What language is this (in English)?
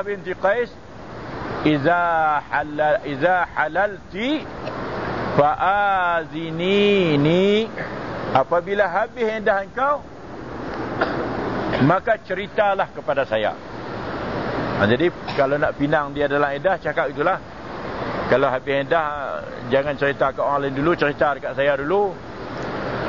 Malay